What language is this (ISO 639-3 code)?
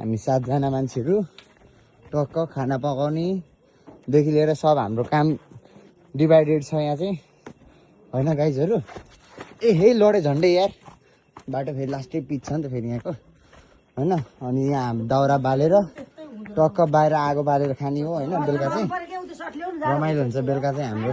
nep